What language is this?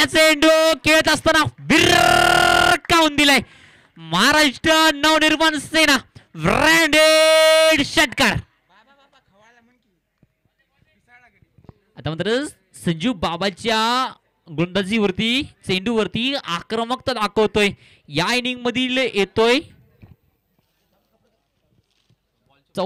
Marathi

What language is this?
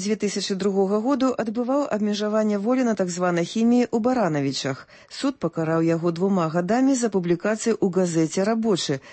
Belarusian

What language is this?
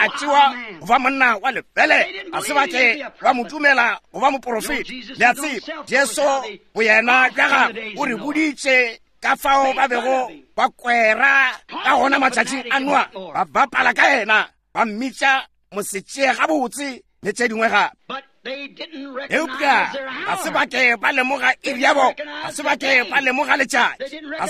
Northern Sotho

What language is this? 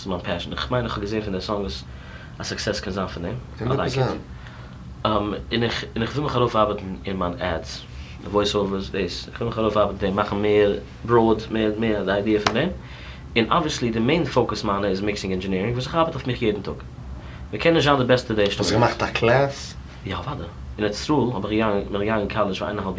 Yiddish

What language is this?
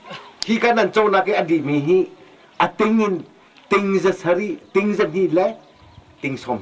Hakha Chin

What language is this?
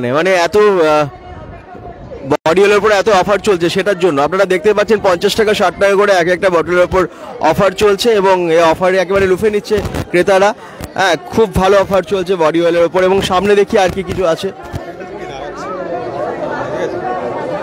Bangla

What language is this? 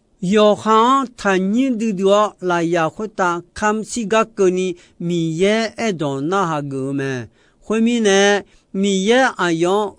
Akha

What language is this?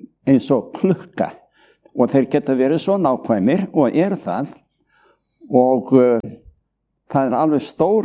Icelandic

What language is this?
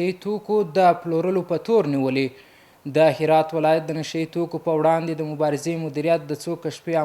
Pashto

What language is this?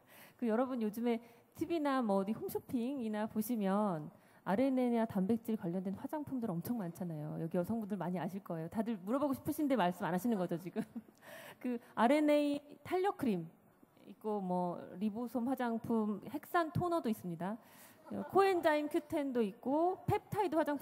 Korean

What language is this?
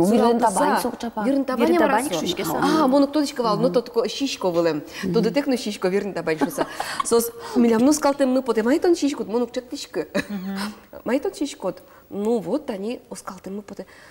Udmurt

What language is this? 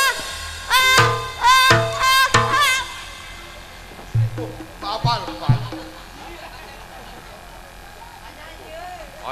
Indonesian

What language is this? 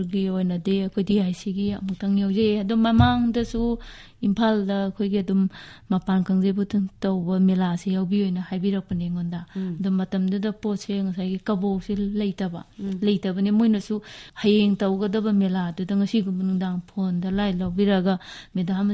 Manipuri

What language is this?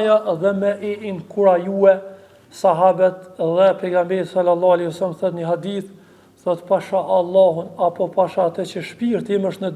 Albanian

